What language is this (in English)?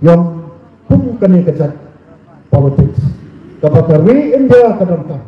Khasi